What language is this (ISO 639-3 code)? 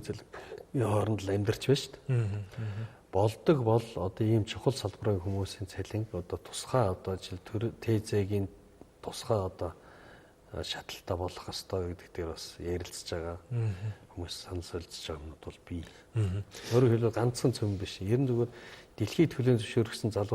mon